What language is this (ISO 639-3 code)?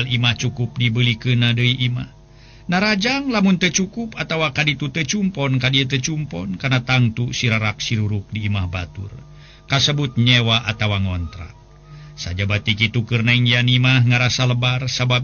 sun